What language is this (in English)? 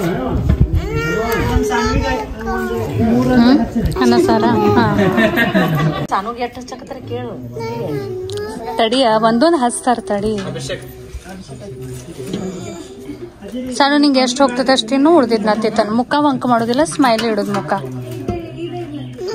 Kannada